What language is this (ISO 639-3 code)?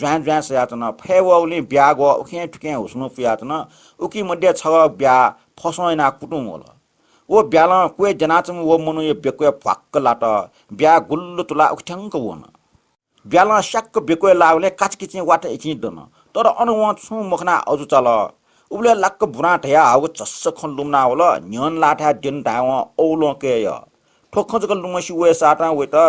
new